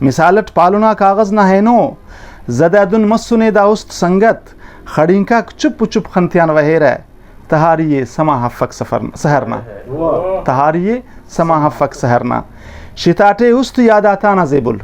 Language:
Brahui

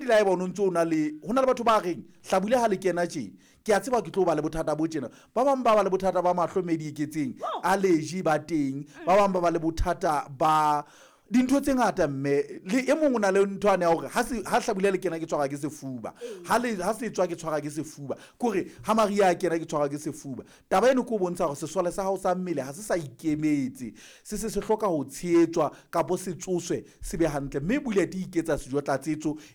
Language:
Southern Sotho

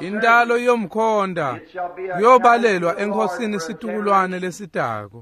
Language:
Swati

